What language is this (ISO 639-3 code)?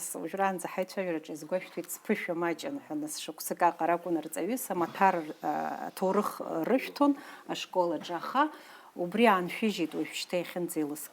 abk